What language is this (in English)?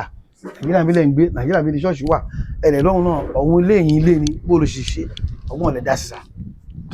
Yoruba